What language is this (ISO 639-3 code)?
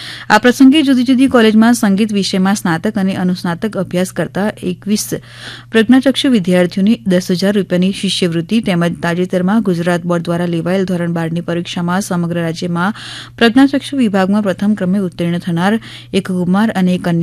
guj